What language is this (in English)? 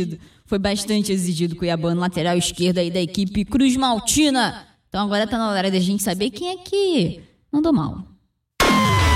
Portuguese